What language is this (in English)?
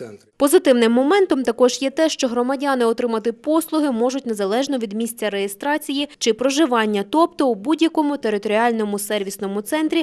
Ukrainian